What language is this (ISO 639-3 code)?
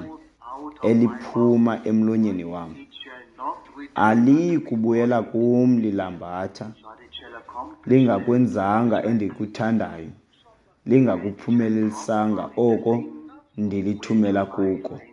xho